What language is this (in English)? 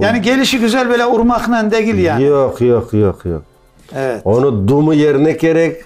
Crimean Tatar